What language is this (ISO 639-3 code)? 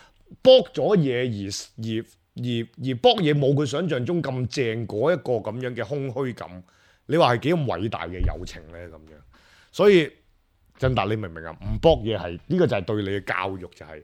yue